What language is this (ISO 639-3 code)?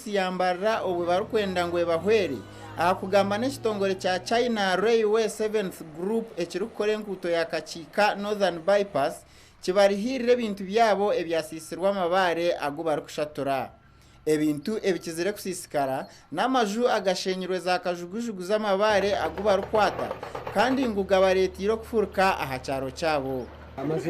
nyn